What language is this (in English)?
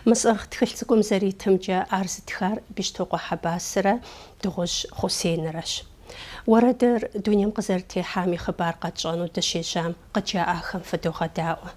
Kabardian